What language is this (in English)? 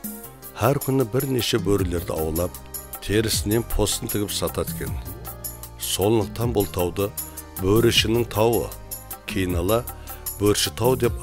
Kara-Kalpak